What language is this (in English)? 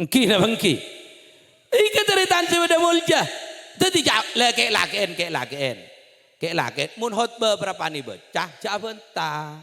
Madurese